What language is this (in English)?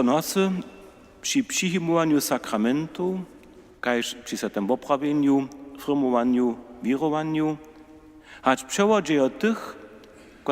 Upper Sorbian